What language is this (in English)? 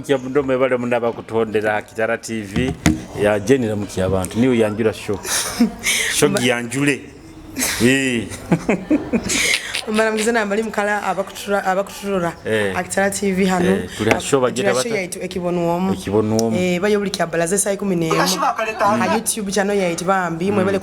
Nyoro